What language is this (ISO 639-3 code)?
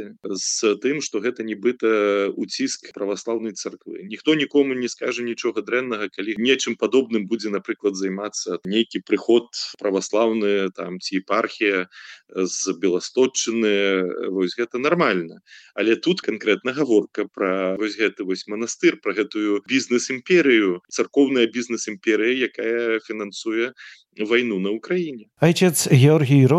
bel